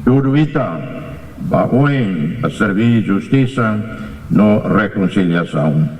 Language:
Tetum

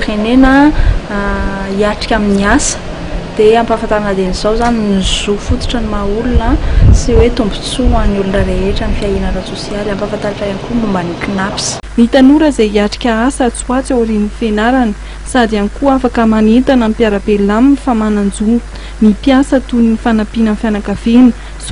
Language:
Malagasy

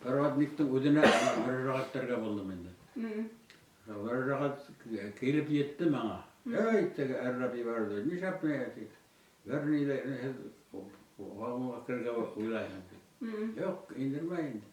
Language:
Bashkir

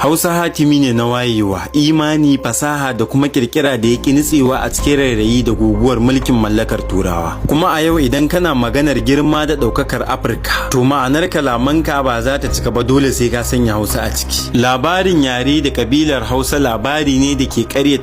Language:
Hausa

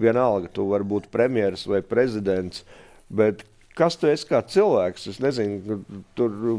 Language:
Latvian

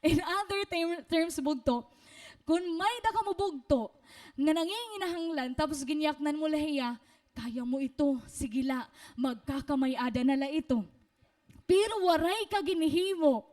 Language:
Waray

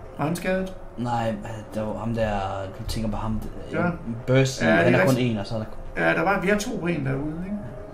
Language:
Danish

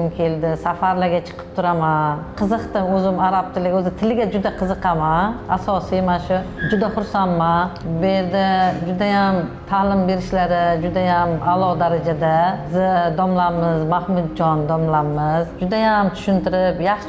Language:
Uzbek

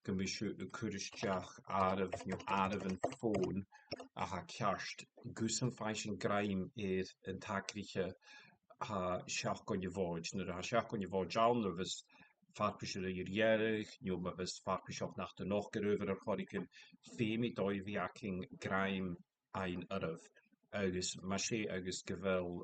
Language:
Scottish Gaelic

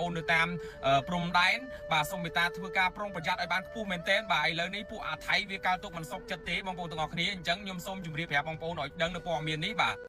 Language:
Khmer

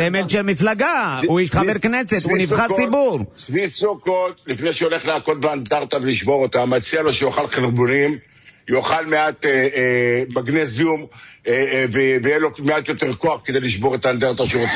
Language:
Hebrew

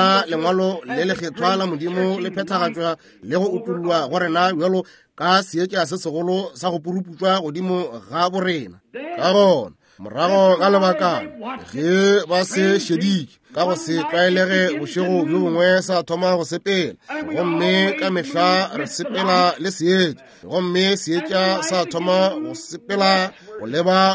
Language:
Northern Sotho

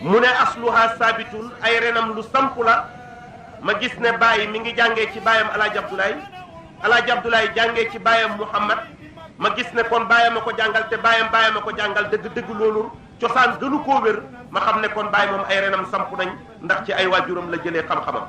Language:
Wolof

